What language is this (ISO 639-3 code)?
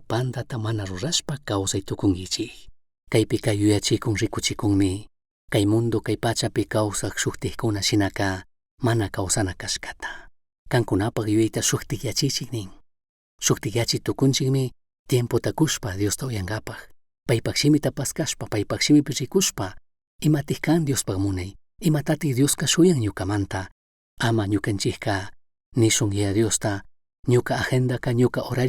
qug